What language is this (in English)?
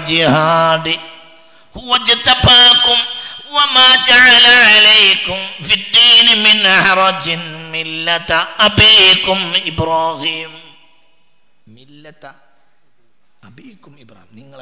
Malayalam